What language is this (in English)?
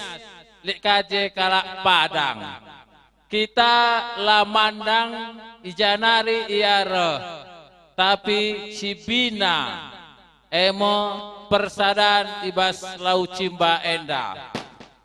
Batak Karo